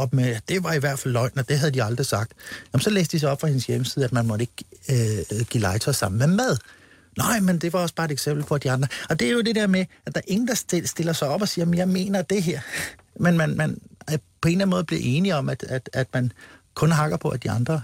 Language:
Danish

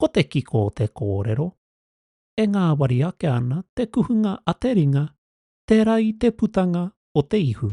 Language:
Māori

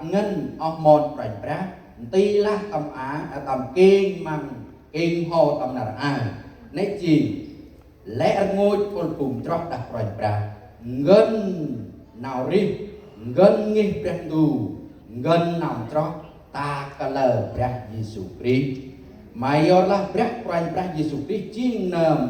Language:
Central Mnong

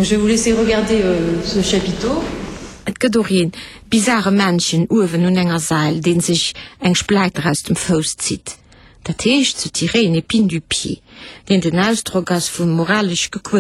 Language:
Luxembourgish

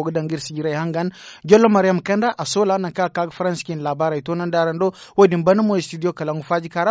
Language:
Zarma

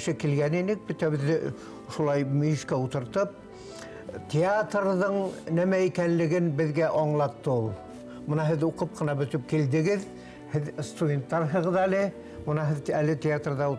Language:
Bashkir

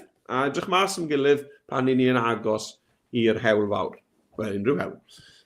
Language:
Welsh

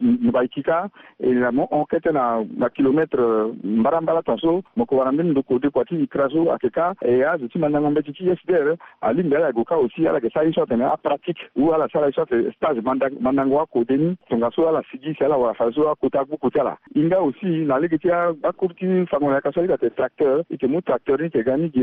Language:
Sango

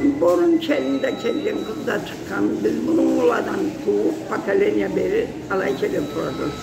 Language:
Karachay-Balkar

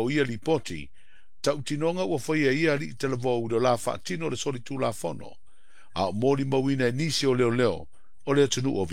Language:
Samoan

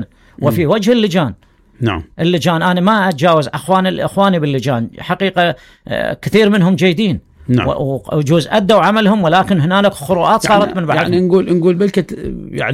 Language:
Mesopotamian Arabic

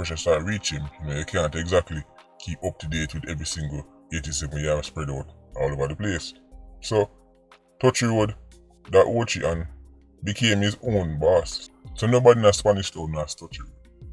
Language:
Jamaican Creole English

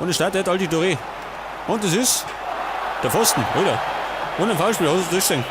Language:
Bavarian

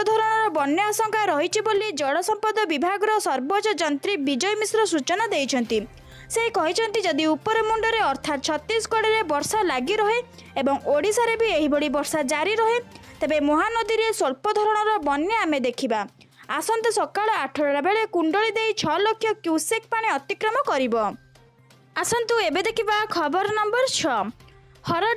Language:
Odia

